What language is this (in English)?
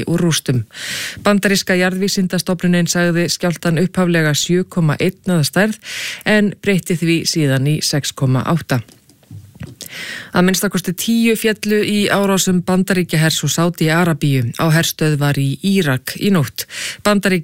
Icelandic